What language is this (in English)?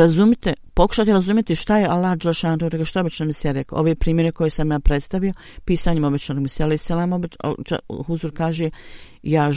Bosnian